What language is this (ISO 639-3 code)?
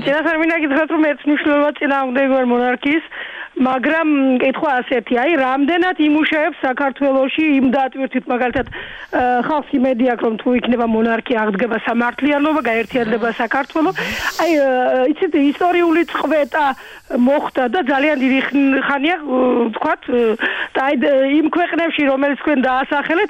kat